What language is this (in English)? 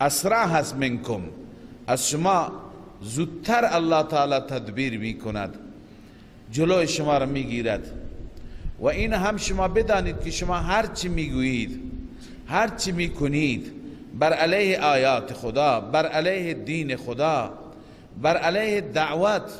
Persian